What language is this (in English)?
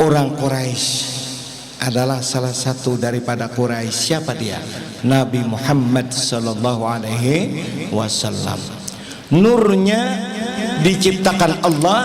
Banjar